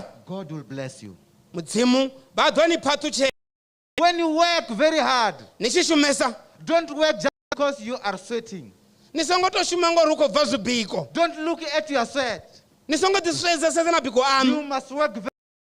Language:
Venda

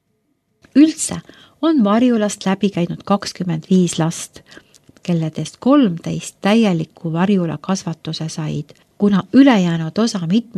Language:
Estonian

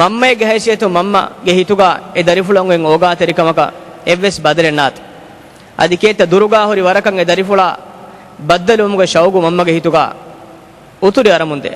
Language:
Divehi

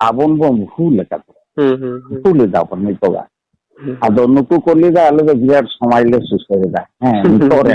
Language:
Santali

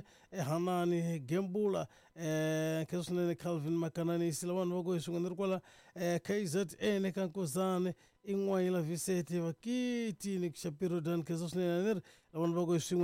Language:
Tsonga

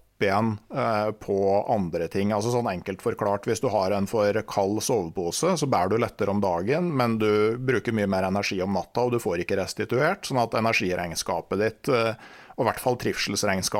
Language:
Norwegian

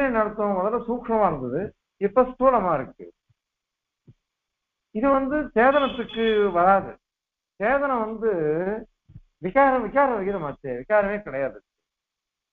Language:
Tamil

